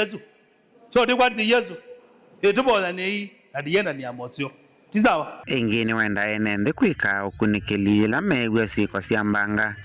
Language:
Kamba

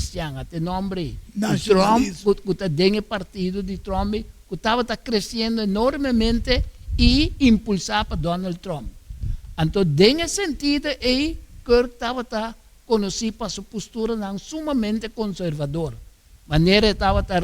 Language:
Papiamento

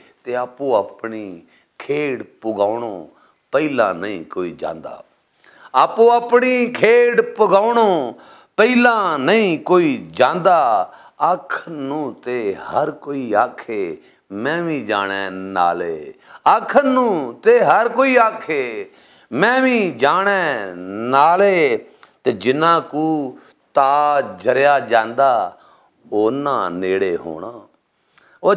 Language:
Western Panjabi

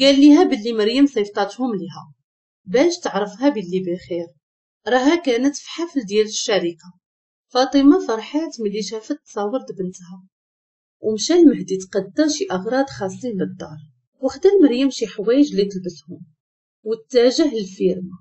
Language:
Moroccan Arabic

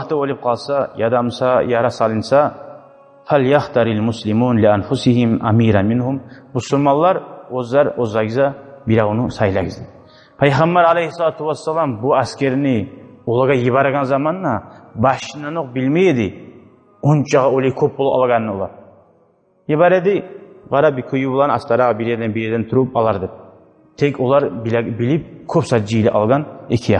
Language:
Kumyk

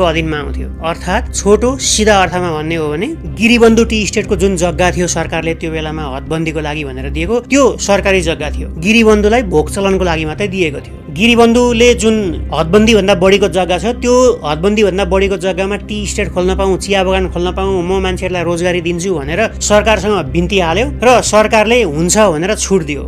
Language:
Nepali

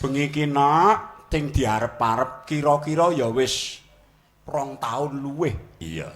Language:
Javanese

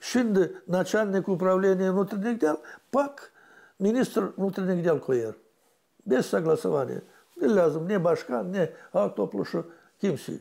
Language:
Gagauz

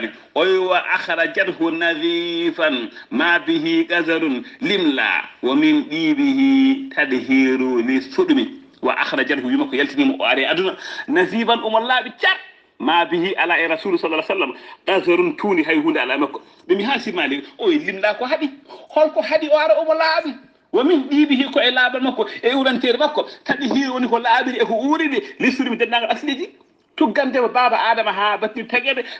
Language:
Fula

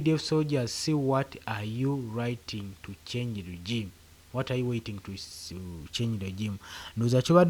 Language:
Ganda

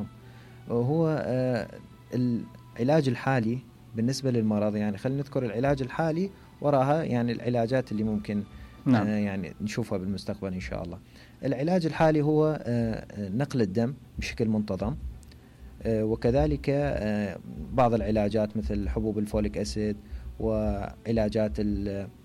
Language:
Mesopotamian Arabic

